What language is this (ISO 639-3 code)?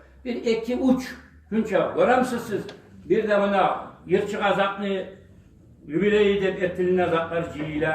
kum